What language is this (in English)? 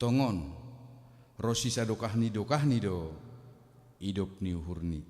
Batak Simalungun